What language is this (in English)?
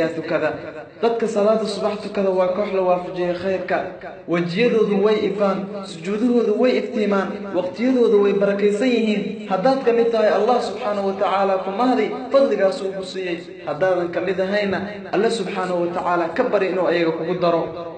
Somali